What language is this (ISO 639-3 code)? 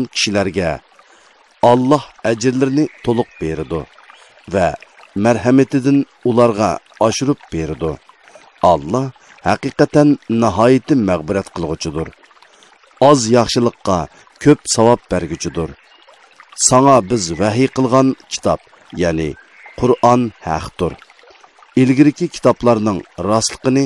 uig